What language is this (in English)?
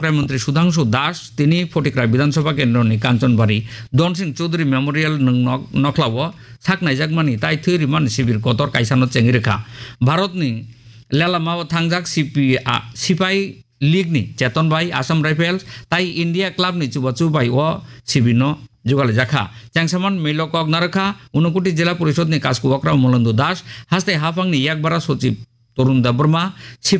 Bangla